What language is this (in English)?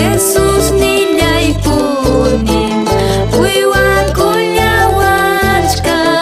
Ayacucho Quechua